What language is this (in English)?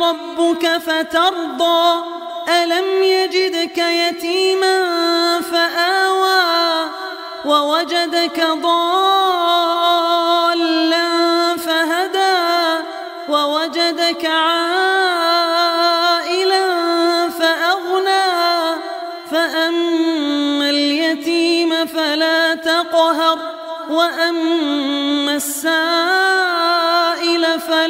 Arabic